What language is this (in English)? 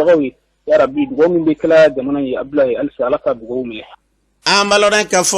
Bambara